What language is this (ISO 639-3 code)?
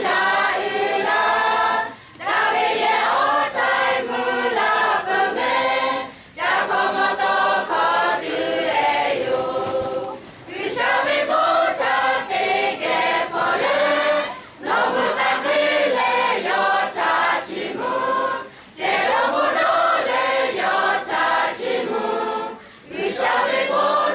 lhu